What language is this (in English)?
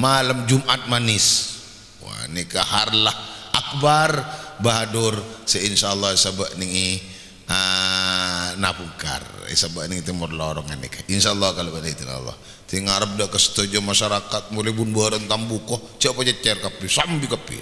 Madurese